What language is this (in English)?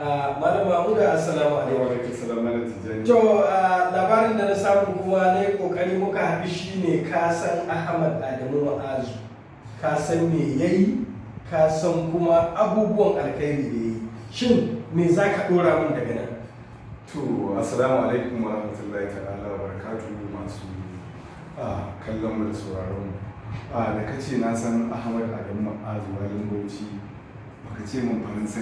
Hausa